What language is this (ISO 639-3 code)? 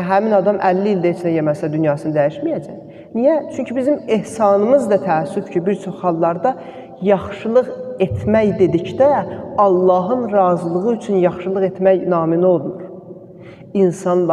aze